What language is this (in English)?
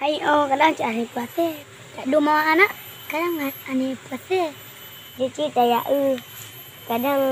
Achinese